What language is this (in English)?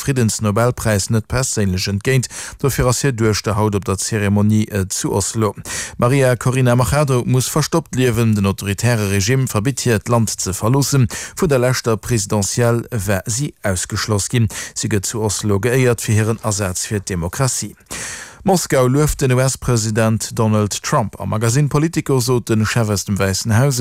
Luxembourgish